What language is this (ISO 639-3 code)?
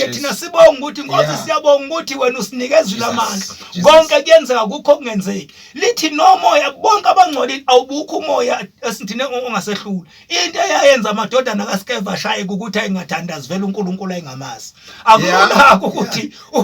zul